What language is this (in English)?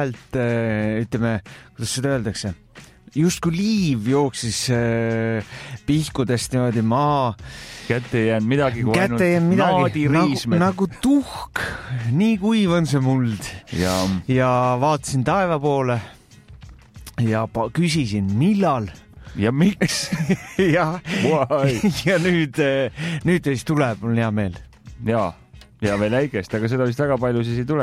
Estonian